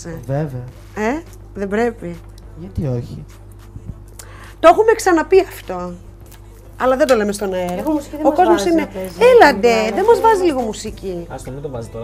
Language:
Greek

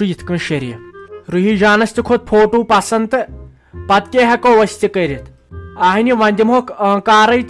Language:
Kashmiri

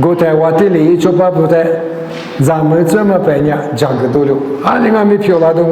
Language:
Lisu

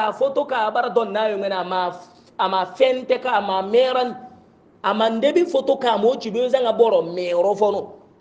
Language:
Hausa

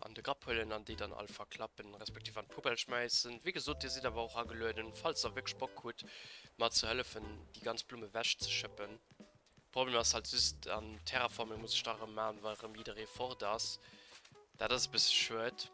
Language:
Luxembourgish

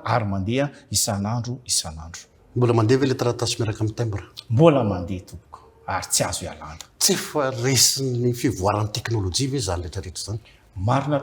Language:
Malagasy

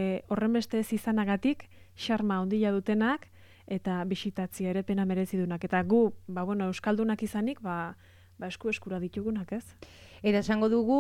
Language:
Basque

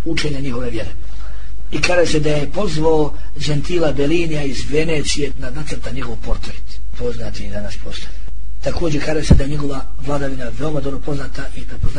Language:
Bosnian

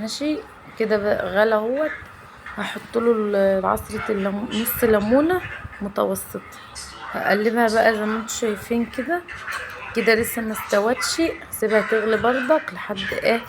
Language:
Egyptian Arabic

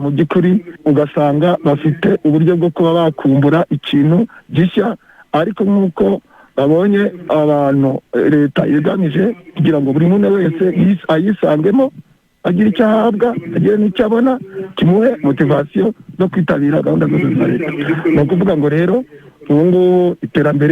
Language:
Kinyarwanda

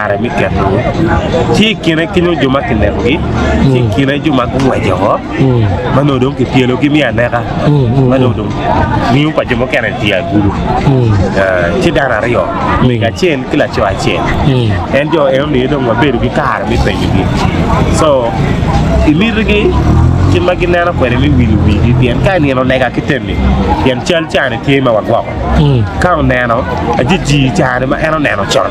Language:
Acoli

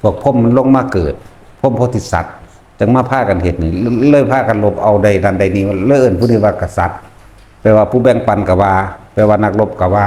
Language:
Northeastern Thai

